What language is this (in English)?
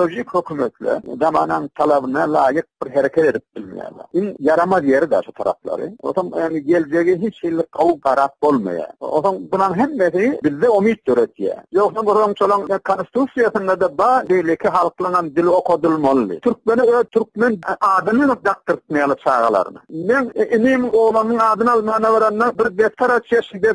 Turkmen